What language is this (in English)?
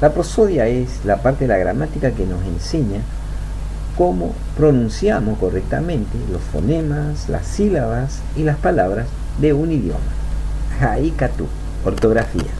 Guarani